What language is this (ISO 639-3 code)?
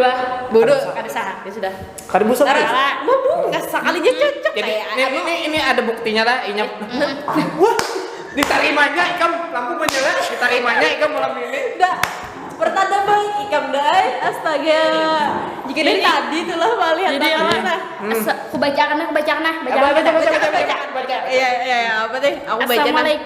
bjn